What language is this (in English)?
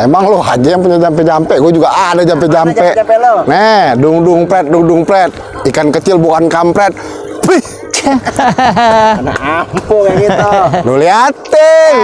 Betawi